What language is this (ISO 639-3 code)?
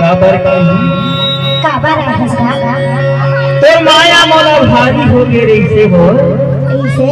hne